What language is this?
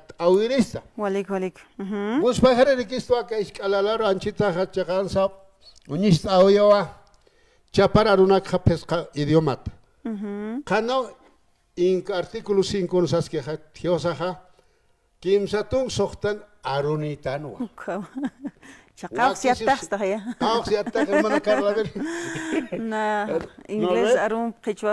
Aymara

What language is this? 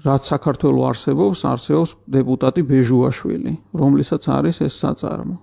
Georgian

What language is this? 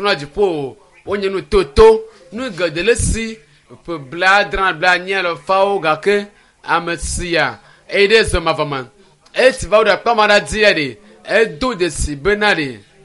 Ewe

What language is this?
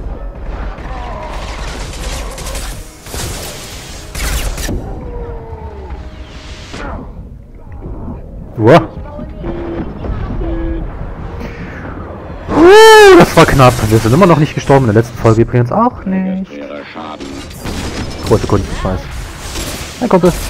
German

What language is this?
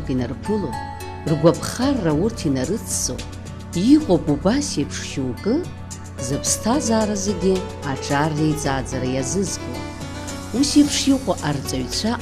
Abkhazian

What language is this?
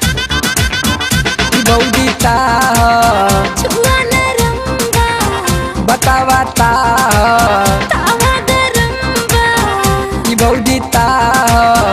Bhojpuri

